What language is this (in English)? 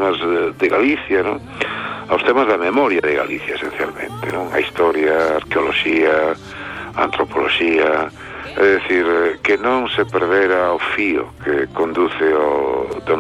Galician